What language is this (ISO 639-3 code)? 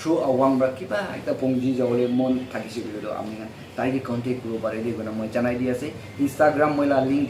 nag